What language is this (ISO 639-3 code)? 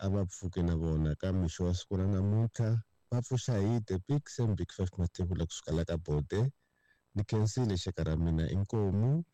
tso